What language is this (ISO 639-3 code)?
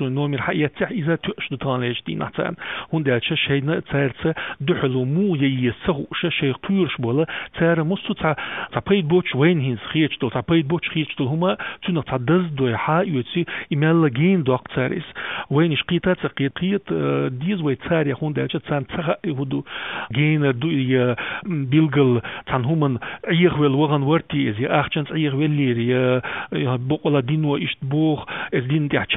che